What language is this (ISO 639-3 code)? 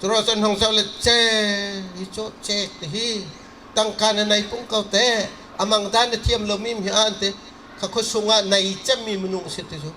bgr